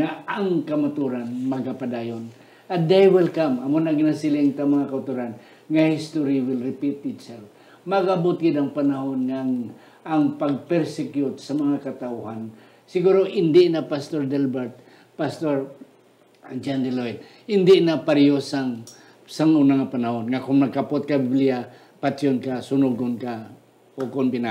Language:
Hiligaynon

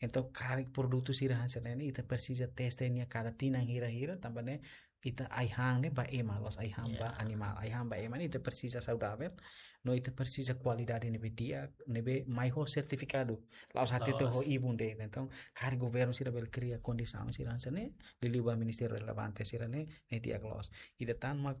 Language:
Tetum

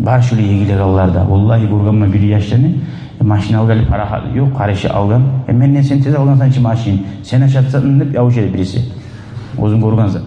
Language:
Kumyk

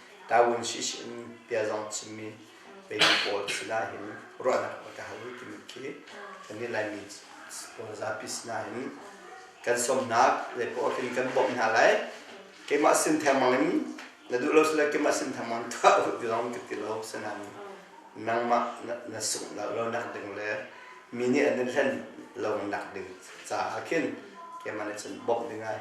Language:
Hakha Chin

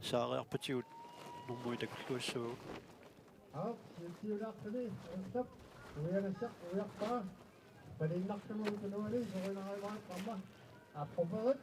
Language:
Kalaallisut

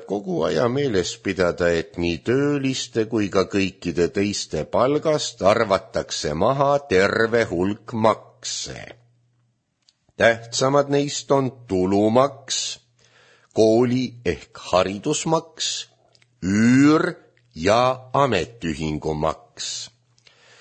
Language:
Estonian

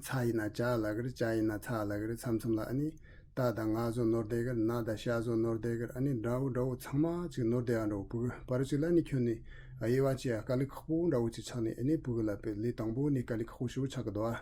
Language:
Tibetan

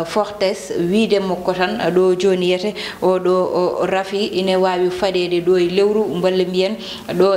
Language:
Fula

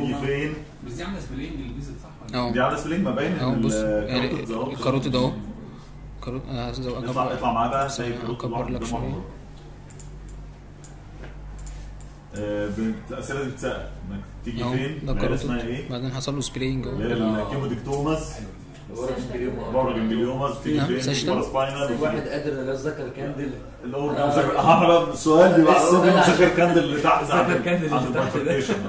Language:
Egyptian Arabic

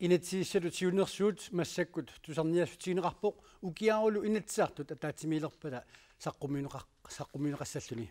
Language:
Kalaallisut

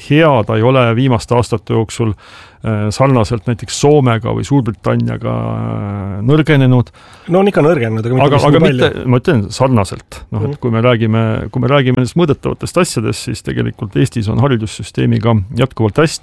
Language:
Estonian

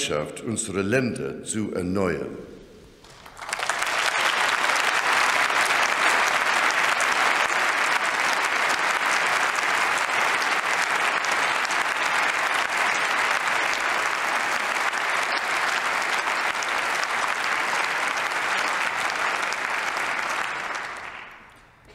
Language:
German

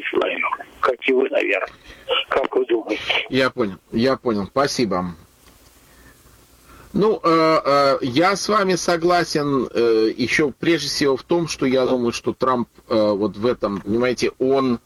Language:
Russian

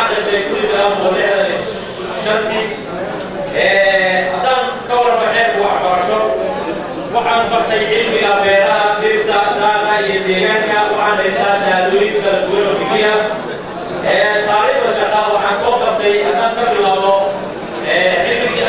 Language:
Somali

